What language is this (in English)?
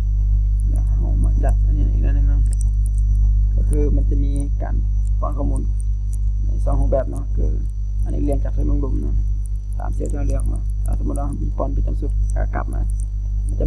Thai